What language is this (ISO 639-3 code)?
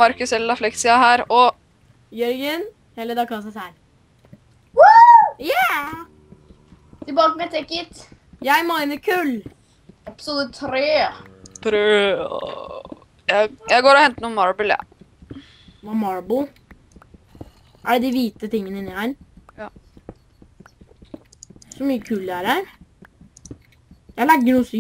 nor